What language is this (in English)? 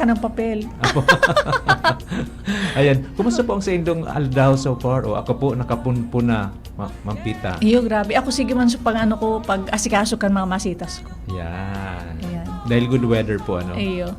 Bikol